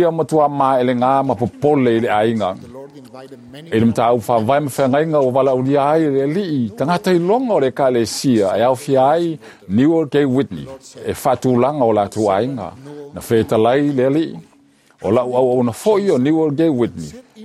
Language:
Samoan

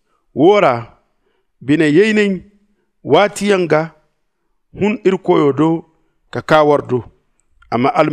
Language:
Zarma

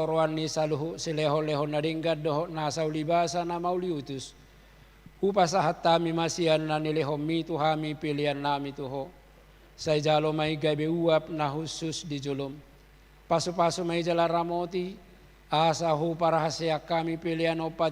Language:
Batak Toba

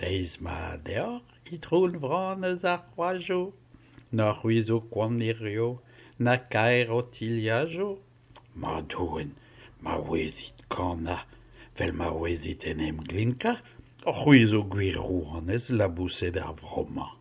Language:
Breton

